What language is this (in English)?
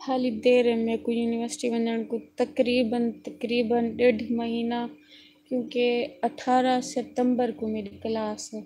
Saraiki